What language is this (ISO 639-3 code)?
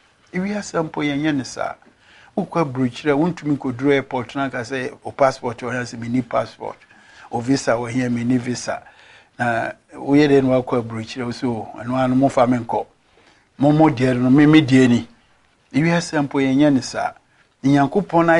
aka